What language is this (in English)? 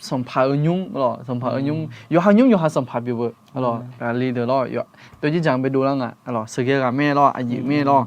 Akha